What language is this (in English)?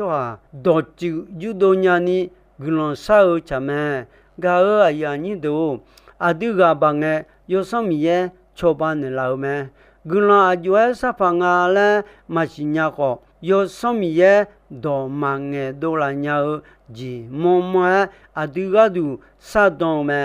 Akha